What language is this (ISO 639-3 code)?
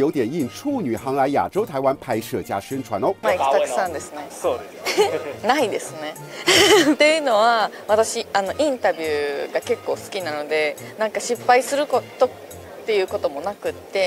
jpn